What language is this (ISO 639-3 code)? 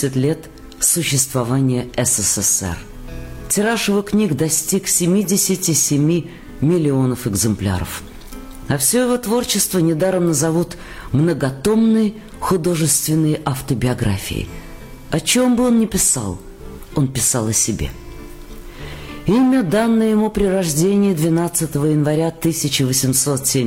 rus